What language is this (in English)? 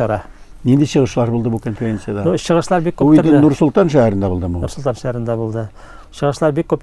Tatar